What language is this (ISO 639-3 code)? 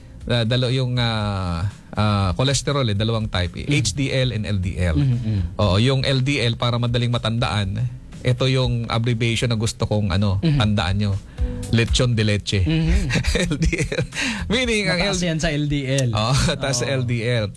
fil